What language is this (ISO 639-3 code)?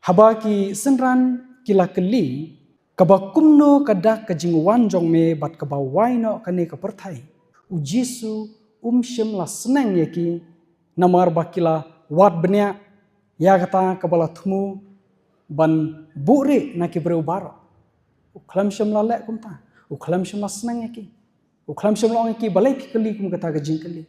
kha